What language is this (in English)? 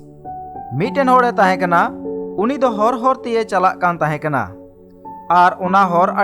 Santali